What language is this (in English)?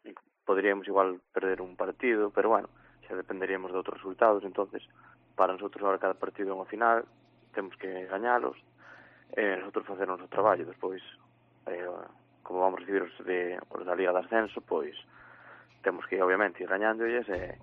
Galician